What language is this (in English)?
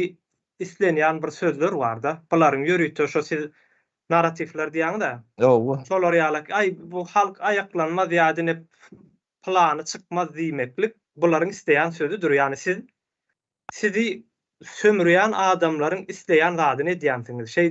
Turkmen